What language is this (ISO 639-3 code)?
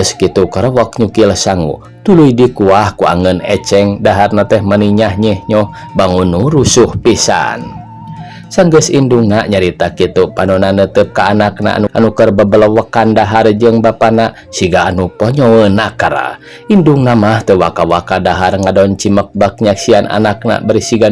sun